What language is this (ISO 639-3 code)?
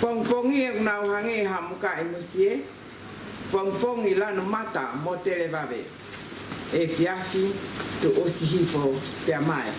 ton